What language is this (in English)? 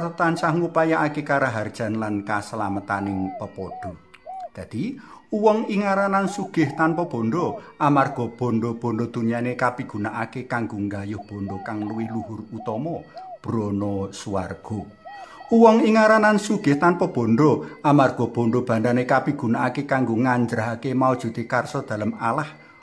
Javanese